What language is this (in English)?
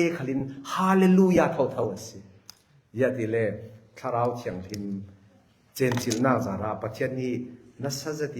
Falam Chin